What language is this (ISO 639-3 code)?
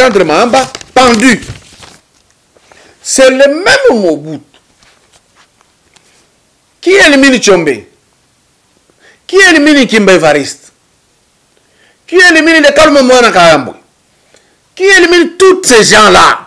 fra